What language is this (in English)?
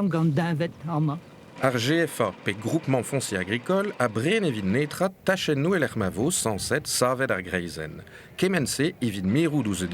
Breton